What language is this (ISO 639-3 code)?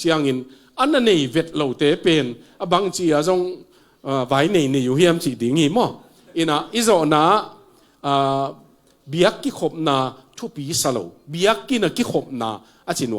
ctd